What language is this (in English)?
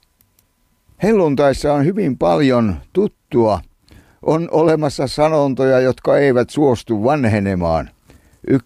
Finnish